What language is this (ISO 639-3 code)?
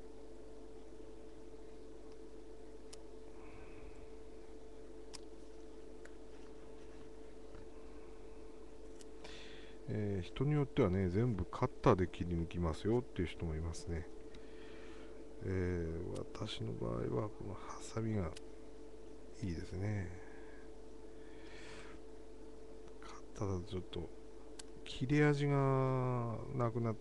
jpn